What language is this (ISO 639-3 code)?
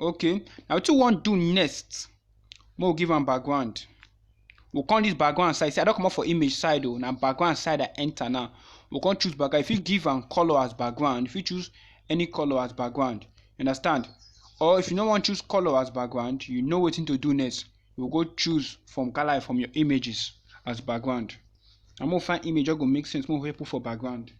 pcm